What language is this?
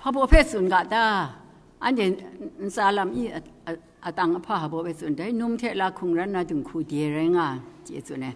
Kachin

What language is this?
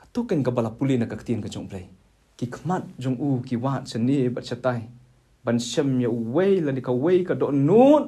Khasi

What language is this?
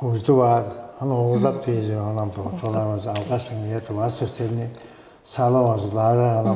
Tuvinian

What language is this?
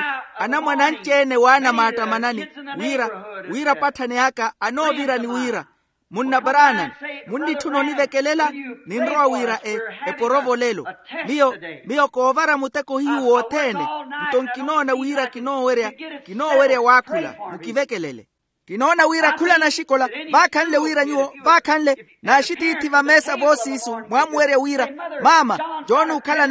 Makhuwa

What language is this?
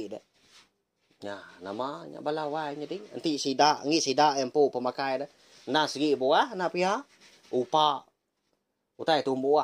Iban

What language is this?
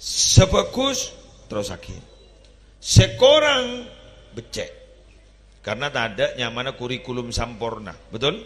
Madurese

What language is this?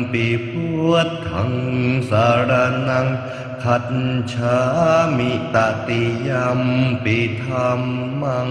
Pali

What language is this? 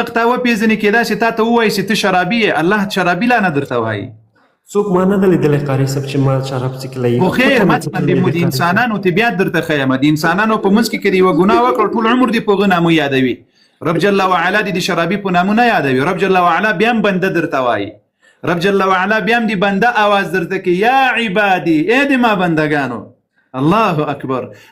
Pashto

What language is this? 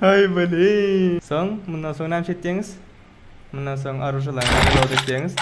Turkmen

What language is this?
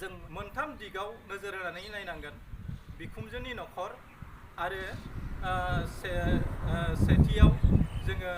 Bodo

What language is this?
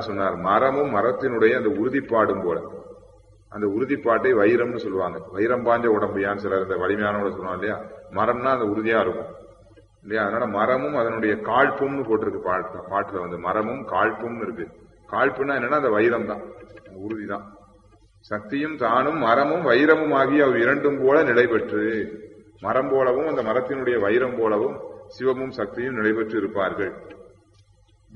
Tamil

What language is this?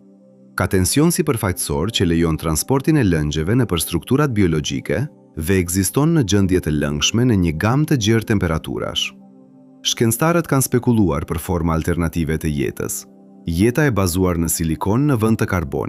Albanian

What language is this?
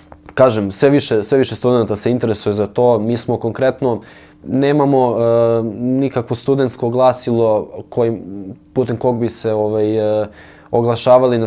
Serbian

